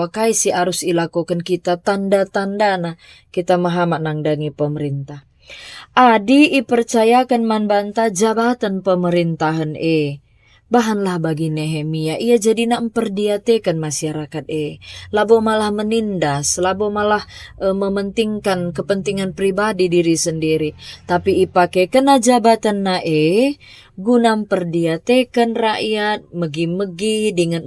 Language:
Batak Karo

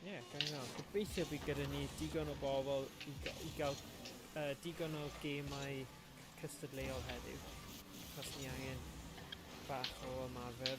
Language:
Welsh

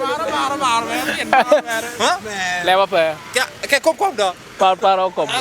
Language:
Lango (Uganda)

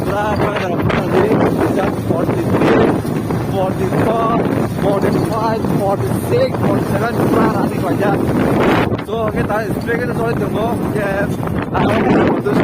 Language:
Kok Borok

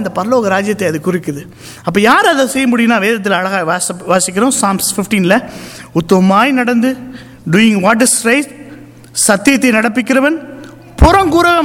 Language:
Tamil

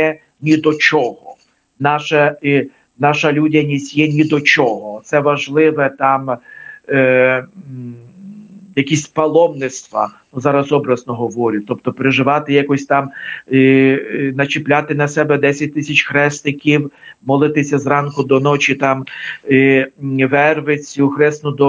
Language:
Ukrainian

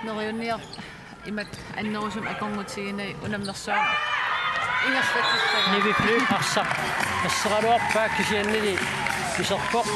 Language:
Kalaallisut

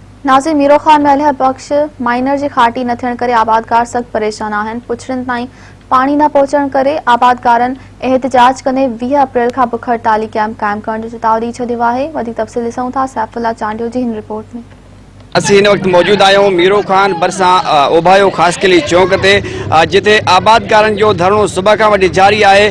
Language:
Sindhi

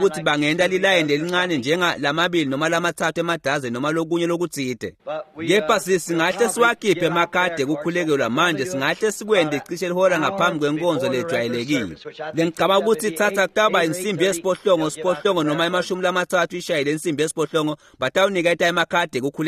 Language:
Swati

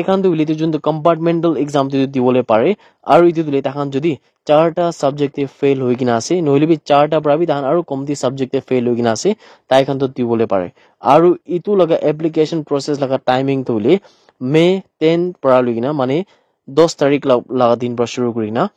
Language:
Naga Pidgin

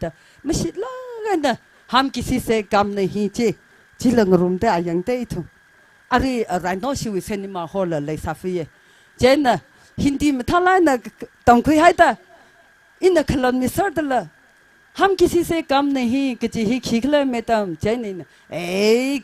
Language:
Tangkhul Naga (India)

